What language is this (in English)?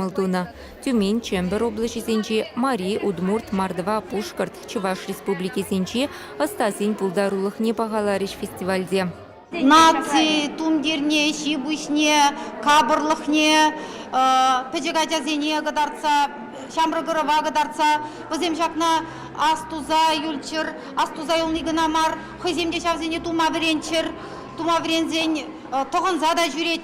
Chuvash